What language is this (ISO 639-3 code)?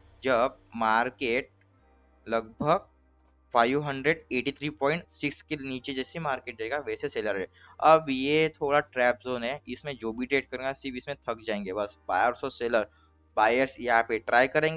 hin